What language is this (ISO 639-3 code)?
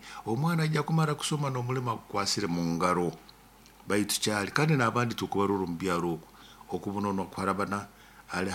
nyo